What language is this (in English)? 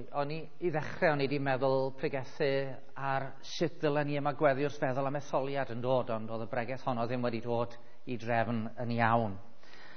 Welsh